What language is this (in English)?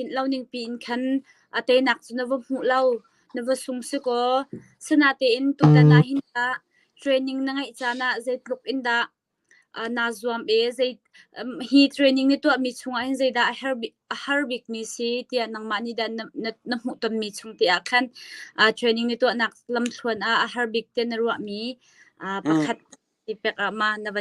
Hakha Chin